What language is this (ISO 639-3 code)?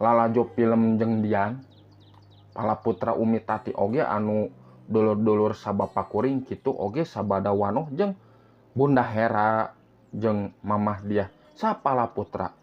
sun